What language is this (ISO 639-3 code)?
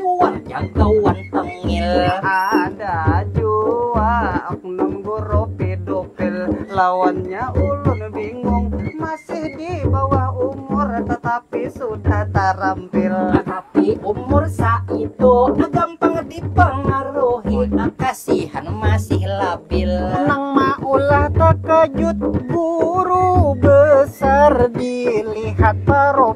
bjn